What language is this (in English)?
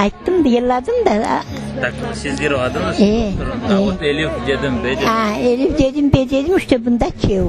Crimean Tatar